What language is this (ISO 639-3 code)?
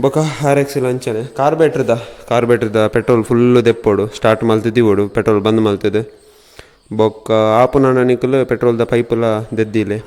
tcy